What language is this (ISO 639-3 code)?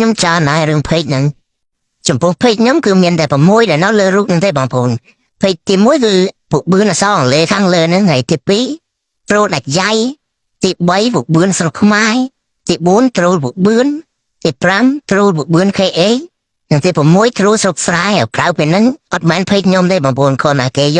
khm